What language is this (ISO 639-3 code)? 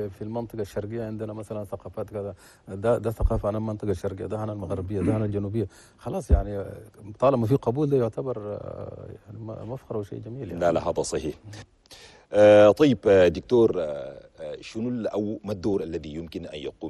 shu